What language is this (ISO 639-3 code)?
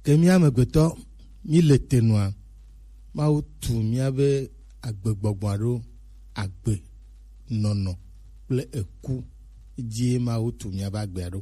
gej